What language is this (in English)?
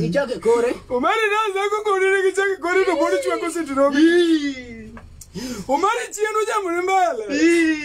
Luo (Kenya and Tanzania)